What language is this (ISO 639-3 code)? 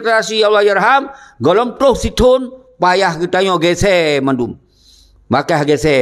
ace